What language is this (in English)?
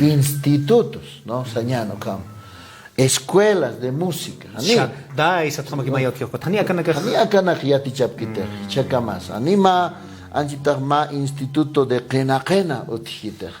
Aymara